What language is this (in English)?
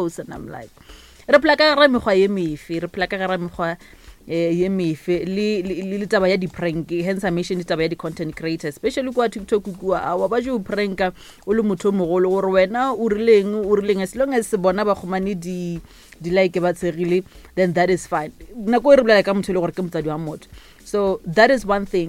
Northern Sotho